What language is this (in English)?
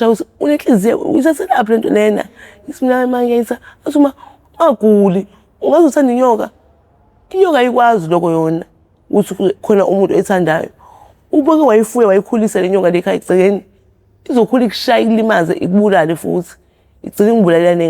Zulu